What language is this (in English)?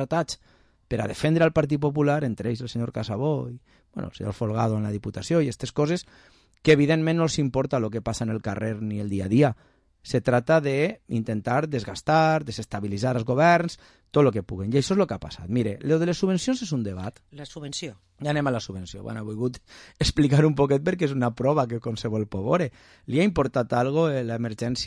Catalan